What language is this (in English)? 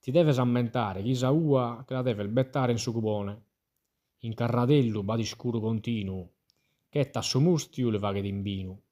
Sardinian